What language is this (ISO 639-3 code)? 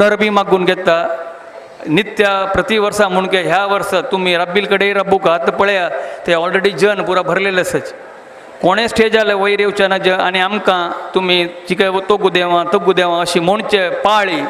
kok